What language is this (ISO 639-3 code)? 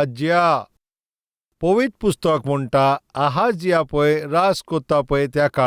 kok